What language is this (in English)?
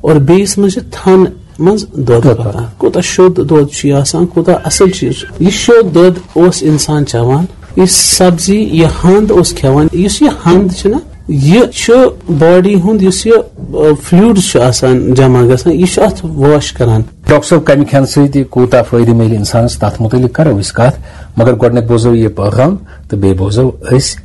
Kashmiri